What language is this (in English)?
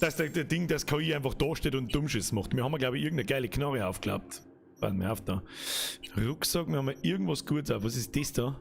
Bavarian